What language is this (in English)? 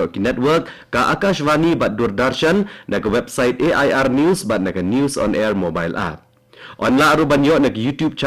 Khasi